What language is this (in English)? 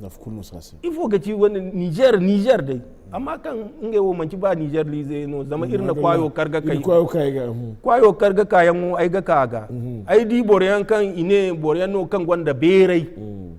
Zarma